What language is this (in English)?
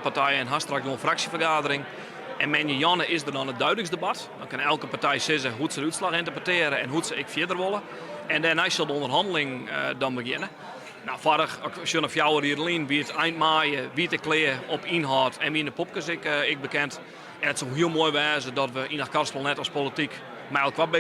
Western Frisian